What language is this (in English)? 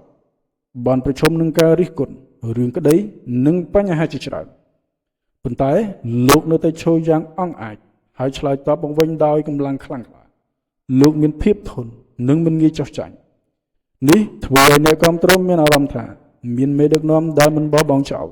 Khmer